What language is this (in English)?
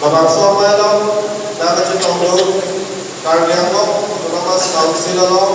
Karbi